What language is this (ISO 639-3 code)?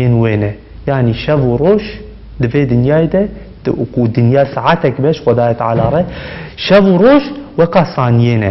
kur